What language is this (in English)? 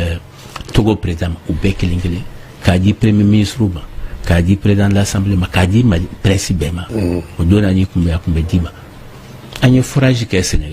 Bambara